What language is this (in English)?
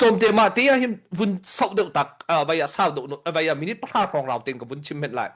Hakha Chin